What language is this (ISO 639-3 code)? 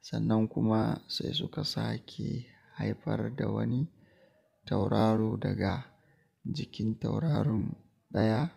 hau